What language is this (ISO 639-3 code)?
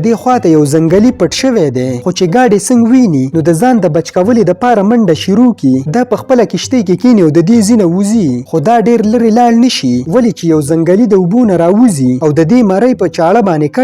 pus